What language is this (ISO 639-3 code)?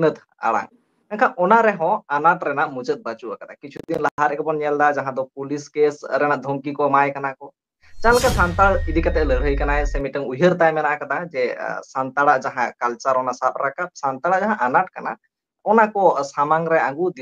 sat